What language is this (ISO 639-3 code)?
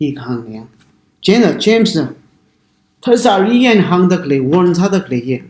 nmf